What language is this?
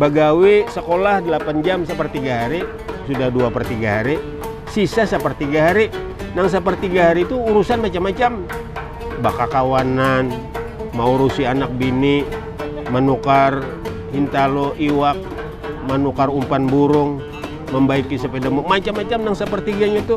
Banjar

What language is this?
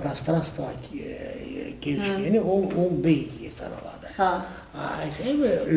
Karachay-Balkar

